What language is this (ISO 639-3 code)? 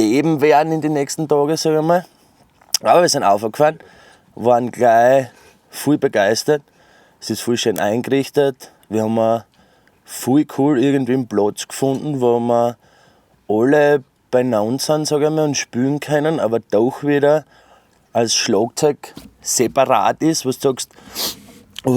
bar